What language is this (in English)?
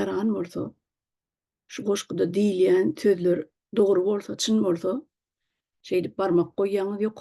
Turkmen